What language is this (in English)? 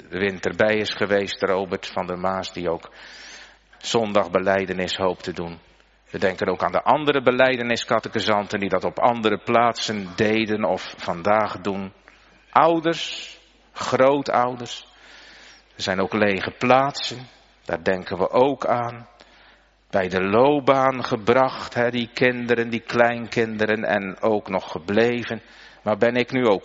Dutch